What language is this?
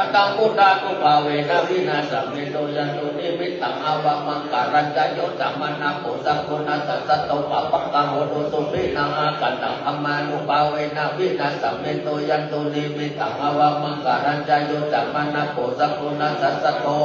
Pali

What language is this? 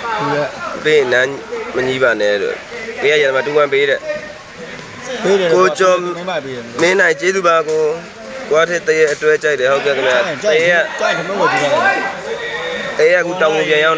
Burmese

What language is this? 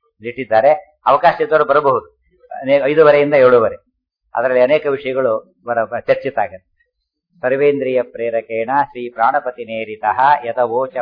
Kannada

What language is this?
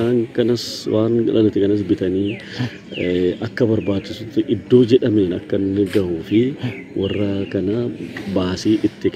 Oromo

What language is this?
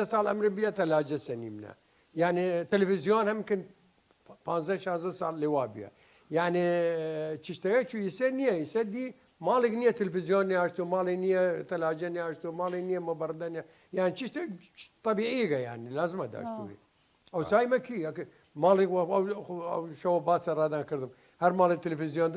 Southern Kurdish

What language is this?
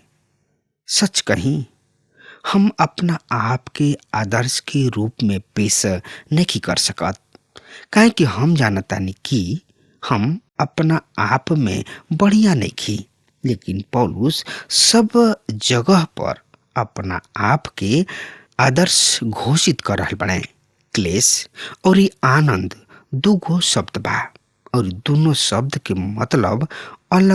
Bhojpuri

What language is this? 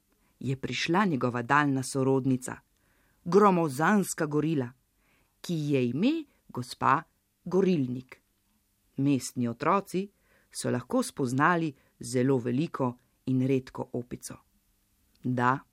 Slovenian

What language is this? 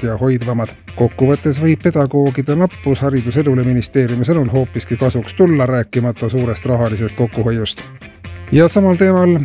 Estonian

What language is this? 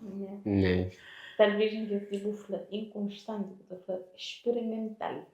Kabuverdianu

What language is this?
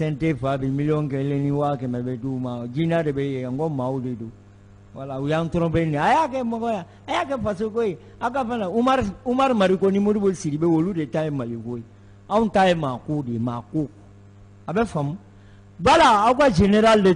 Bambara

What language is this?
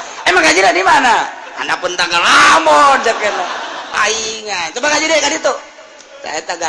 Sundanese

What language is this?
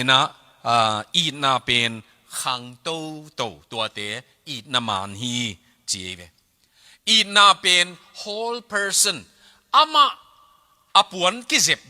Tedim Chin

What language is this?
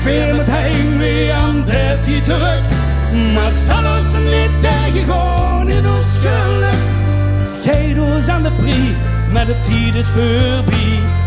Limburgish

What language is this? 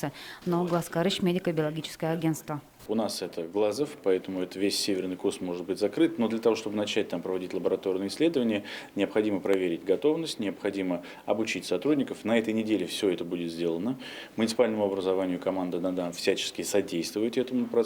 Udmurt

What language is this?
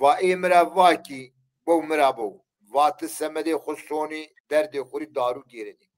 Zaza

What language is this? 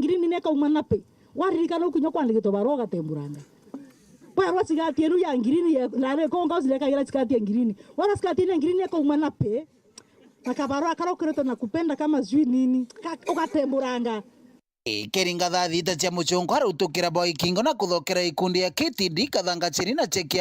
Meru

